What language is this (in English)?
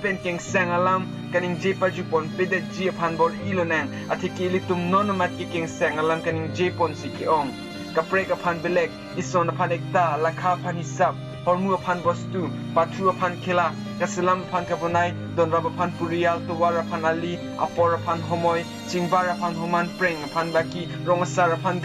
Karbi